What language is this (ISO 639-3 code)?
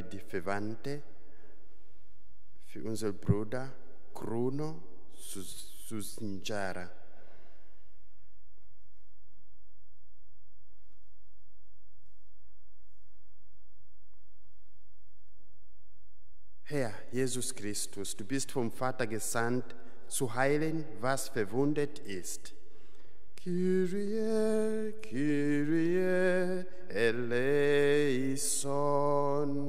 deu